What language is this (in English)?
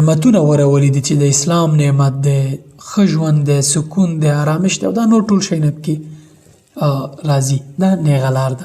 Pashto